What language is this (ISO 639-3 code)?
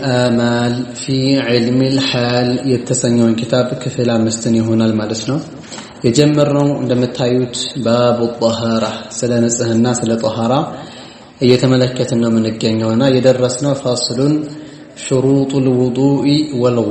amh